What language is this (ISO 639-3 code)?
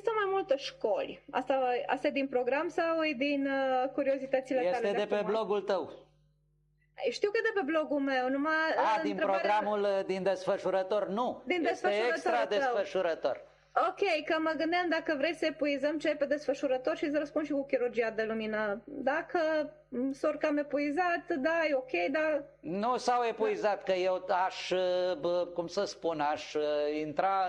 ron